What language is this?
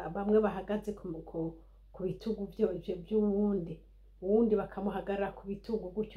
Rundi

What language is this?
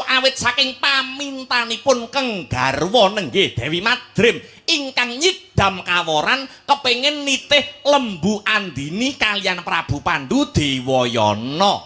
Javanese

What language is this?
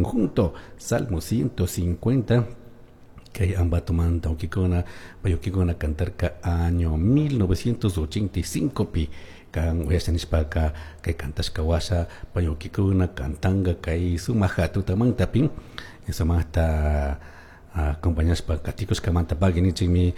Chimborazo Highland Quichua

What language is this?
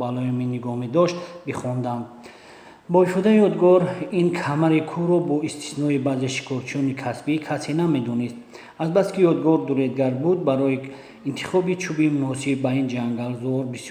Tajik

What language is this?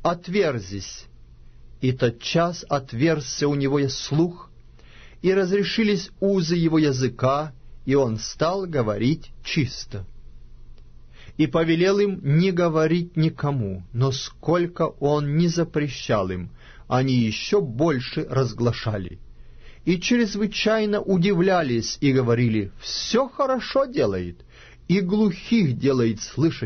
Russian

